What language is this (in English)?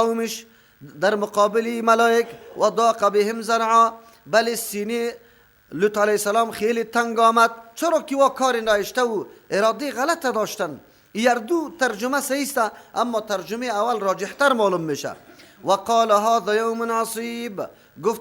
Persian